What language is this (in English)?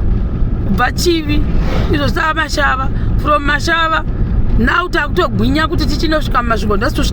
Shona